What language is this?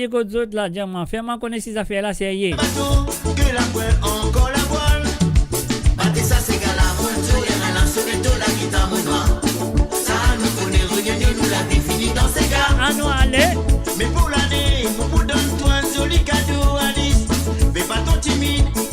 Morisyen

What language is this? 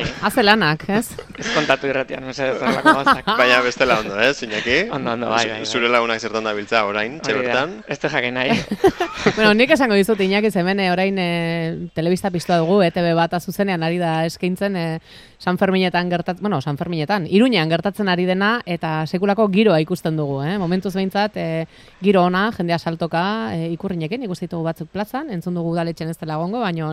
Basque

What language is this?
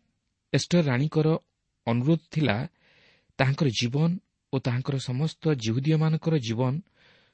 Odia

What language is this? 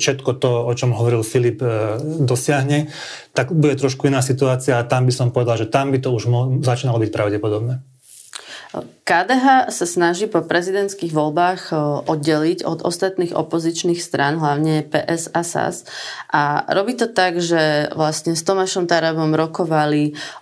Slovak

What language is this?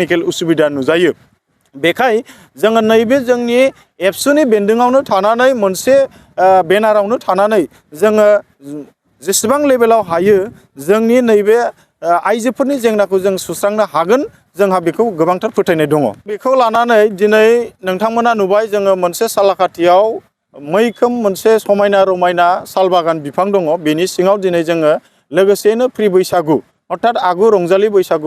Bodo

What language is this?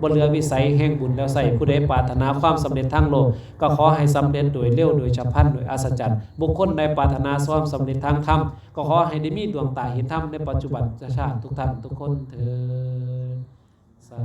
Lao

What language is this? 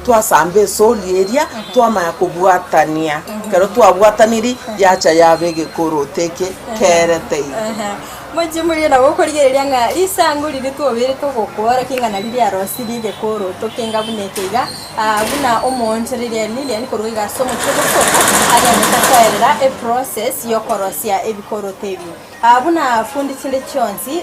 Gusii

